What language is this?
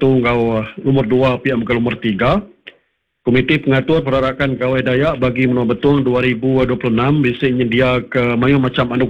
Iban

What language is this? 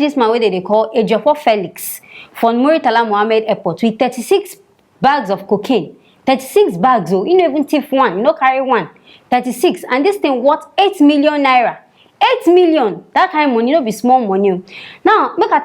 Nigerian Pidgin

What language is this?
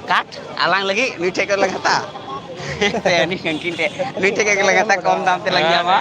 Santali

